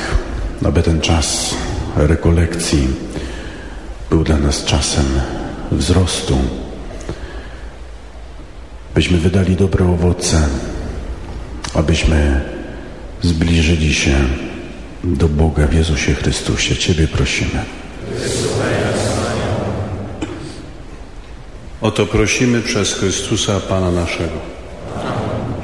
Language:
Polish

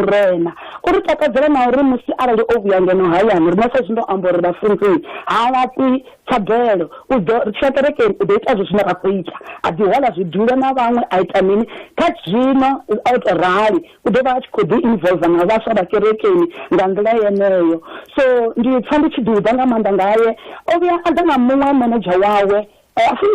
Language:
Venda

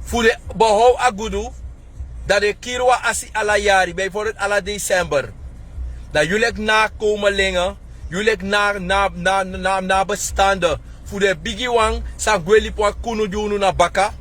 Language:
Sranan Tongo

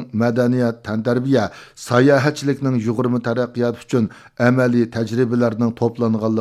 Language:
Uyghur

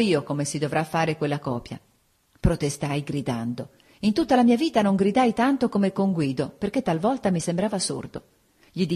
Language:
Italian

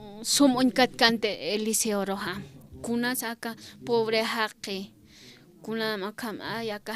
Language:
Aymara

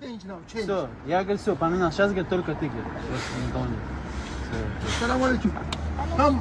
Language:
Tajik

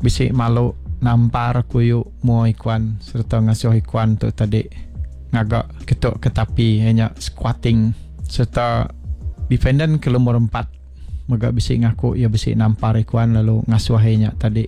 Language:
Iban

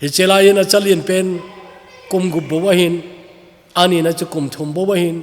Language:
Thado Chin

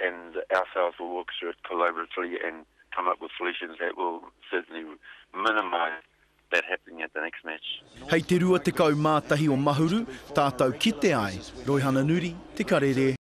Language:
Māori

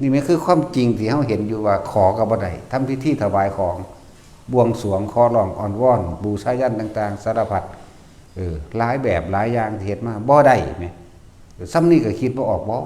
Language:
Northeastern Thai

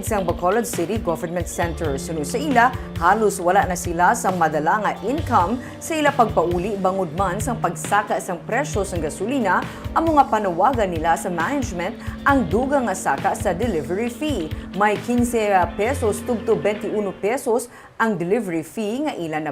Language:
Hiligaynon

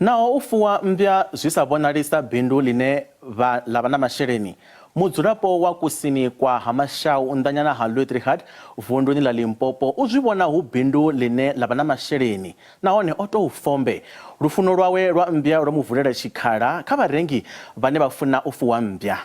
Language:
Venda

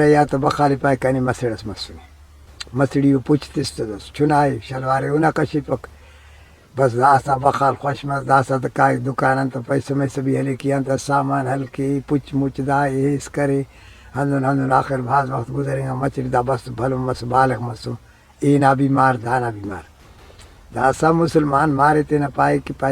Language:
Brahui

